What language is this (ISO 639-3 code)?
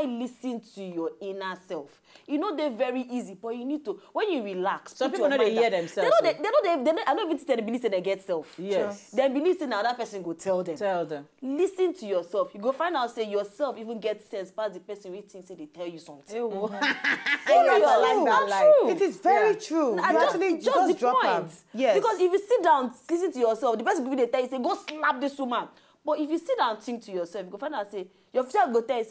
pcm